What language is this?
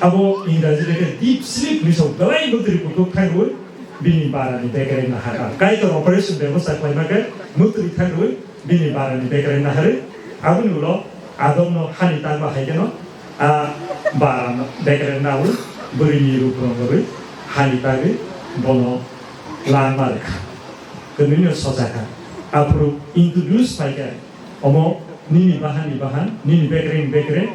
Kok Borok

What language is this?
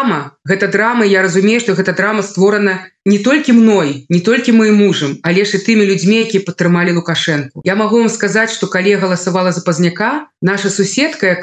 Belarusian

